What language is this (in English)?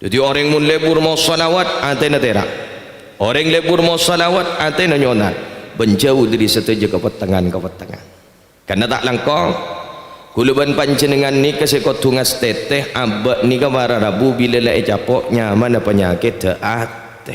Madurese